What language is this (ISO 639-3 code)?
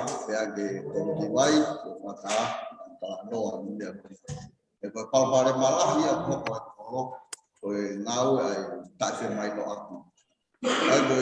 ton